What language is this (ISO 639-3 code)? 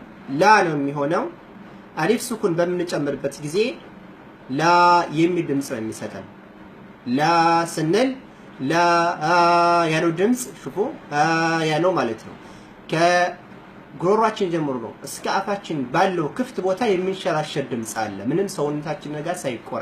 amh